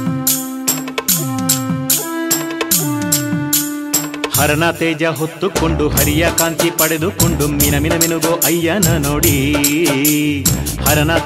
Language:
Kannada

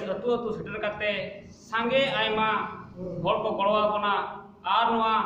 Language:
Santali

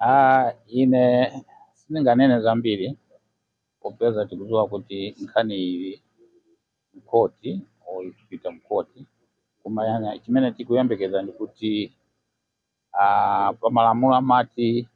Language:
Nyanja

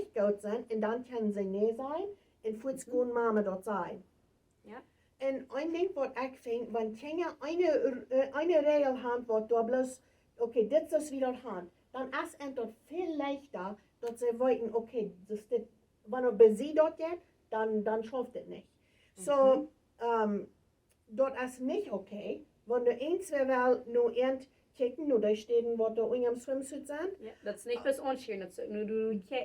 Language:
Plautdietsch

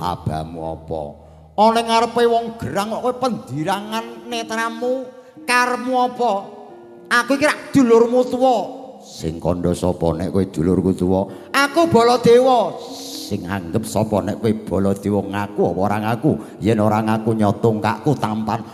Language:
Javanese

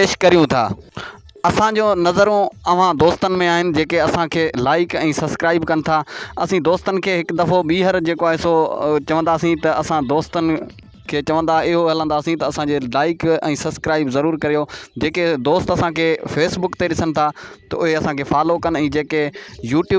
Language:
Sindhi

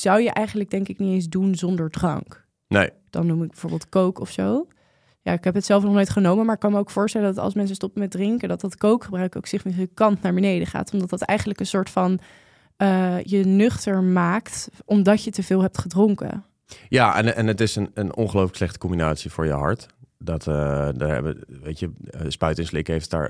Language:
Dutch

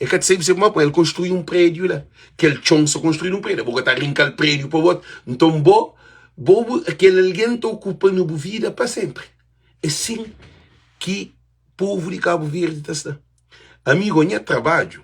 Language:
Kabuverdianu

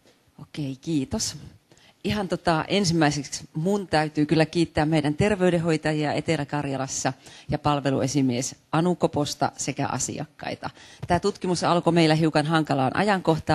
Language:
Finnish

